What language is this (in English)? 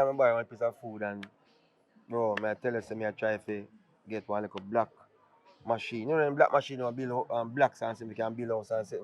Jamaican Creole English